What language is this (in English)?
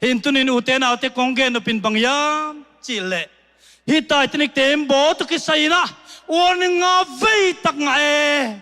Tedim Chin